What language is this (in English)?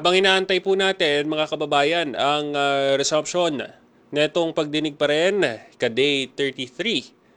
Filipino